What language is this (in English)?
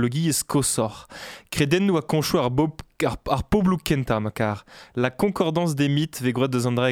Breton